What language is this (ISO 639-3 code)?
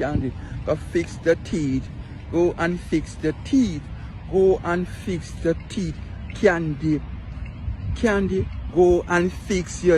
jam